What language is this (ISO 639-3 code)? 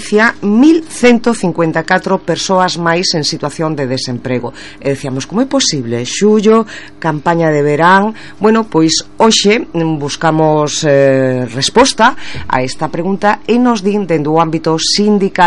glg